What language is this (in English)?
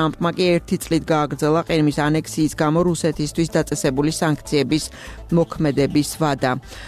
Georgian